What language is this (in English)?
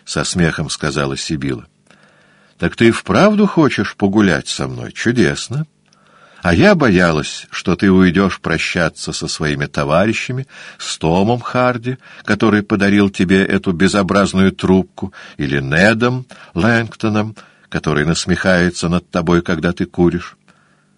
Russian